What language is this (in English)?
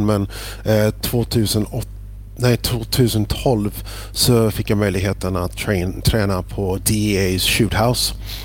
Swedish